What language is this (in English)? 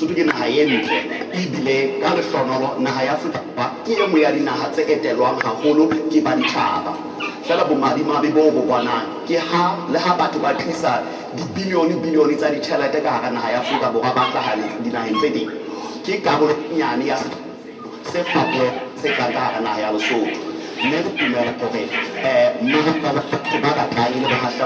Southern Sotho